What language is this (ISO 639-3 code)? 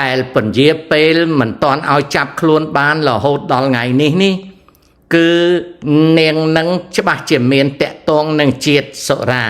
khm